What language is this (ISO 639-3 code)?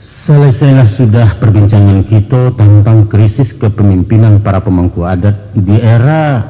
min